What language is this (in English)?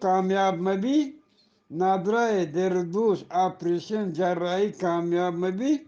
Eastern Balochi